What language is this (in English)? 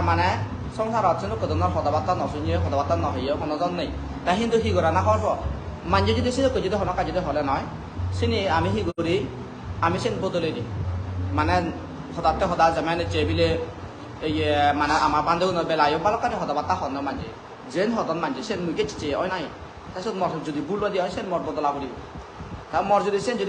Chakma